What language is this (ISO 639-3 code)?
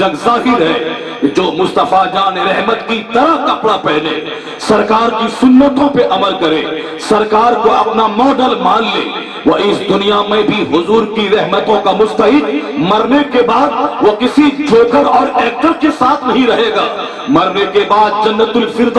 urd